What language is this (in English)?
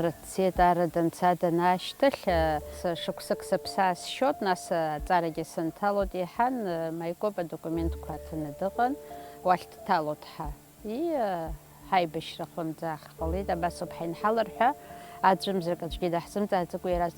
Abkhazian